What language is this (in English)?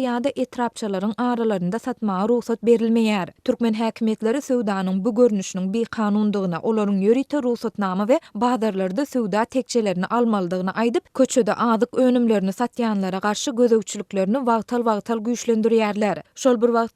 Turkmen